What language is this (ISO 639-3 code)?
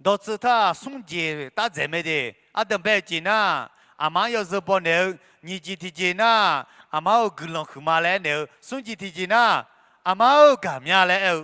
ahk